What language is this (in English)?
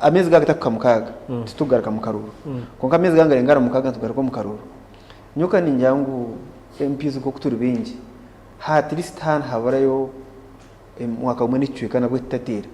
Nyankole